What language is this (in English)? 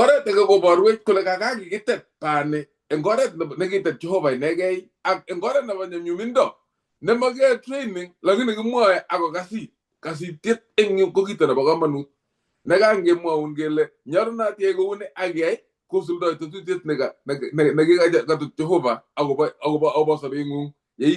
Kalenjin